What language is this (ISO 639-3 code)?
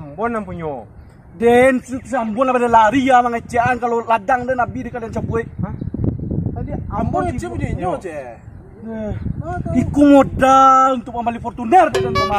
min